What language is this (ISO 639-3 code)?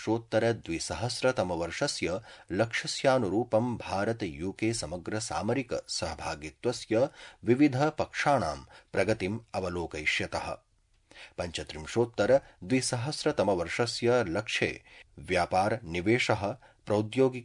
san